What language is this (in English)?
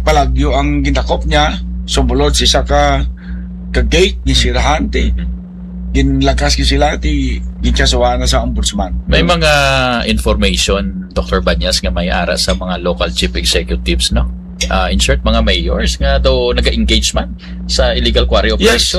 Hiligaynon